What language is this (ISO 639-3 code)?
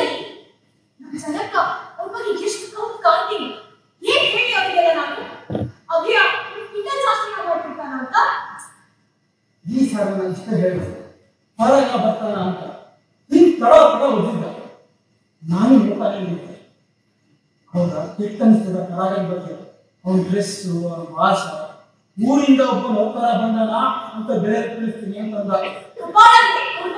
kan